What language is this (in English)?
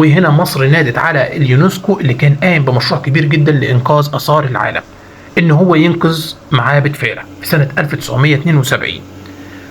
Egyptian Arabic